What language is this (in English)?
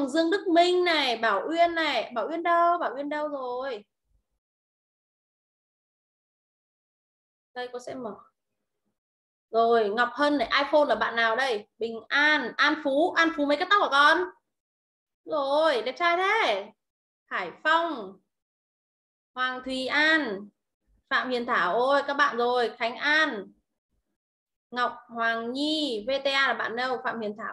Vietnamese